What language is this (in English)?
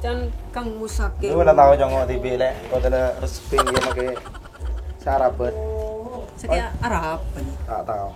Madurese